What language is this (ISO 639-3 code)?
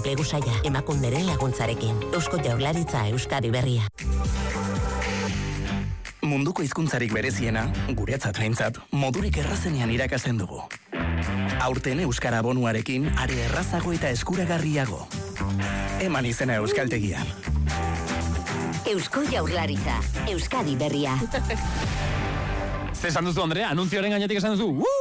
eus